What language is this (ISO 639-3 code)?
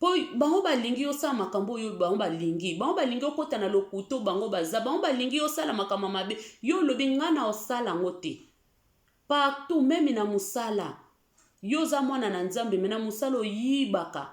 lin